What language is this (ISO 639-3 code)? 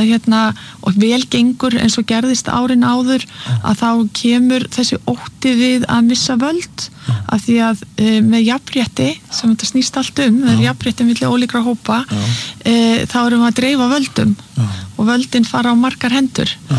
isl